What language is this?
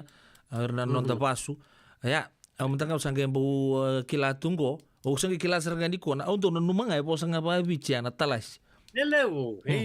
Fijian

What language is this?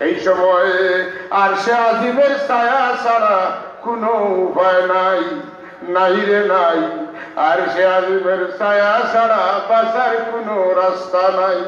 Sylheti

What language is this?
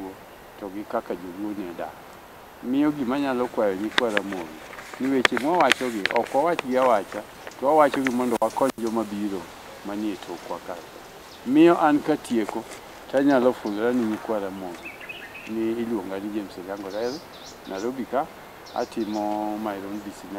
Luo (Kenya and Tanzania)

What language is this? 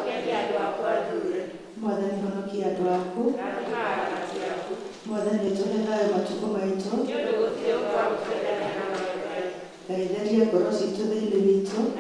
Kikuyu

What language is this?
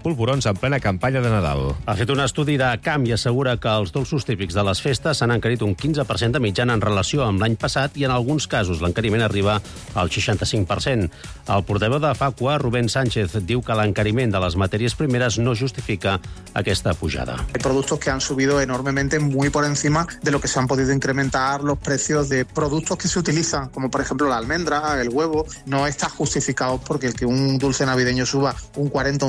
Catalan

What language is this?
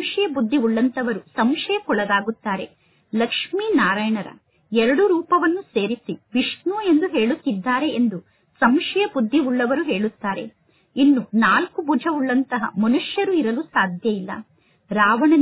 Kannada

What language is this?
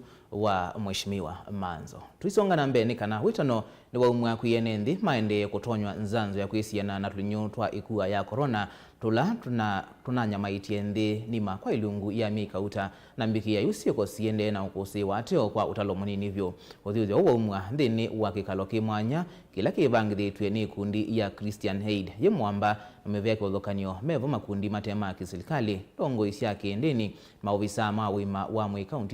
Kamba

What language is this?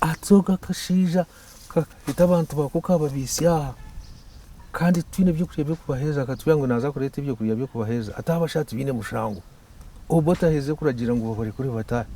Nyankole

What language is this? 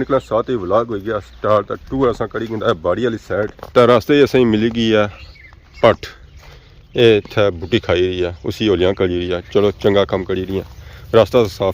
Pahari-Potwari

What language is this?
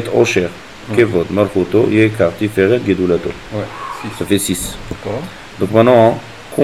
French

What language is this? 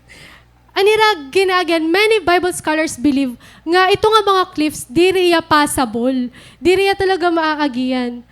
Waray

